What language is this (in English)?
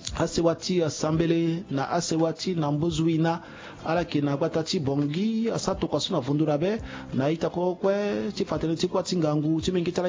Sango